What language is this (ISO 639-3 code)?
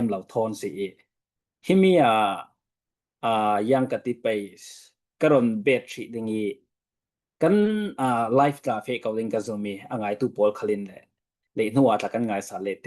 cfm